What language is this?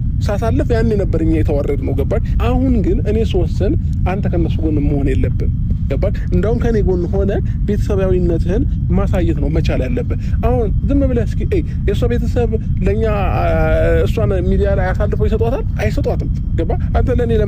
Amharic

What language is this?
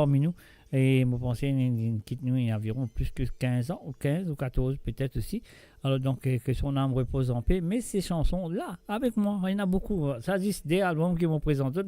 Morisyen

